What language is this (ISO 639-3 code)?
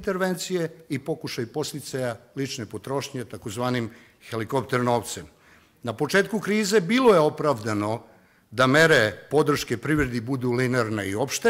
srp